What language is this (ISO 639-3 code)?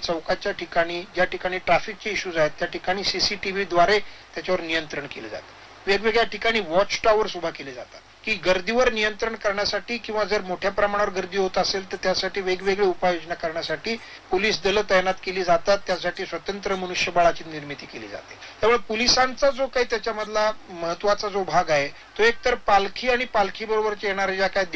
mar